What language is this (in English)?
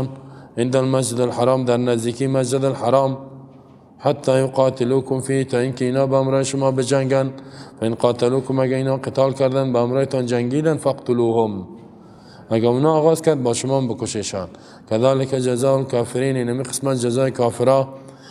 Persian